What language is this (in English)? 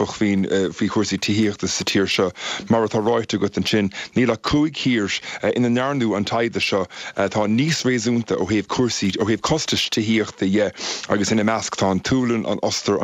Irish